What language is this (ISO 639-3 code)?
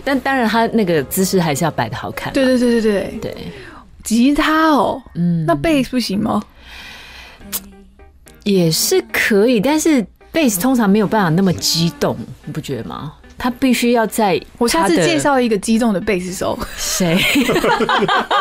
zho